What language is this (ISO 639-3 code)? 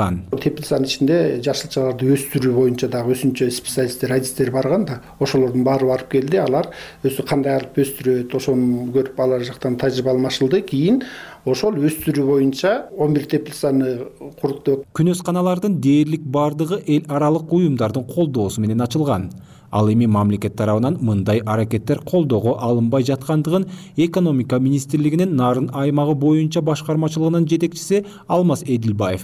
kir